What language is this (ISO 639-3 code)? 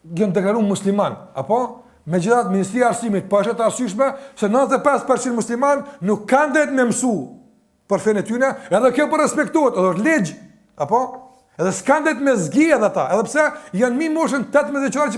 sqi